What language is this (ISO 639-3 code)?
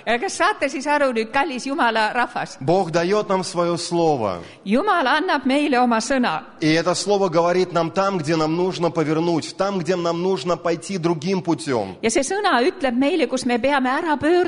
est